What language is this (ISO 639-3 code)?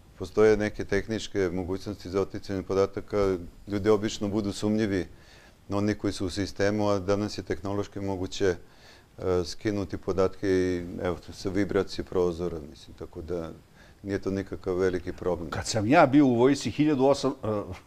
srp